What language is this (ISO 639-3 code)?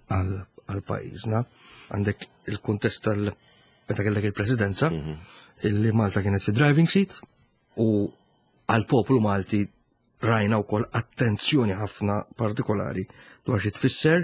mlt